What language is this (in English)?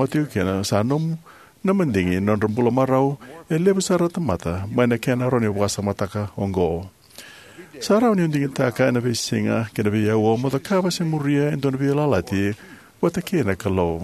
Fijian